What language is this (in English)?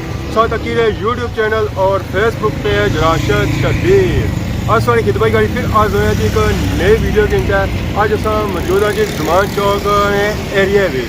Pahari-Potwari